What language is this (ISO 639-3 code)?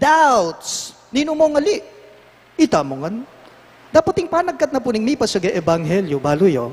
pam